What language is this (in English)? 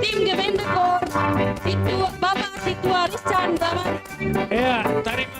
Batak Simalungun